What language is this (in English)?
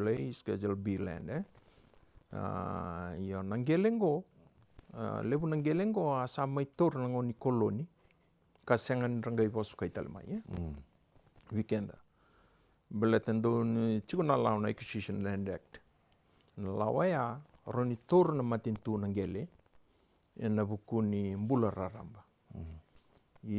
Fijian